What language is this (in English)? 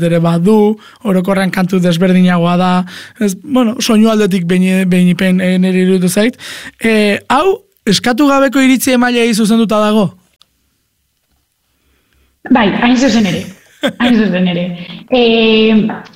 Basque